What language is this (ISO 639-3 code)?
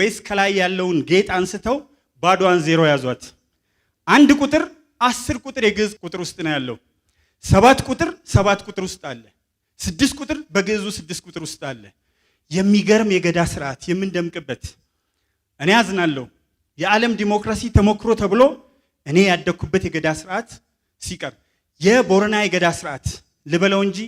amh